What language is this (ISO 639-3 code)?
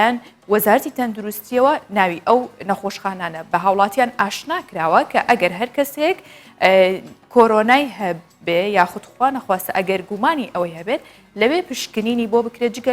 ckb